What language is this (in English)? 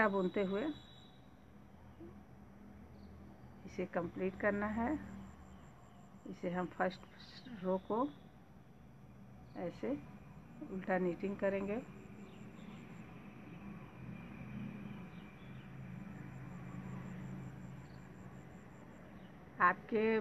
Hindi